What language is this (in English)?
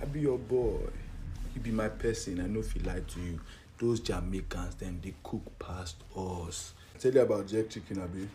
Jamaican Creole English